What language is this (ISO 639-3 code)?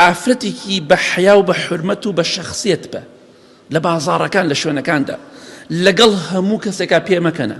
ckb